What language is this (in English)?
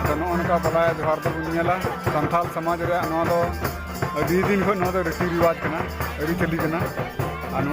Santali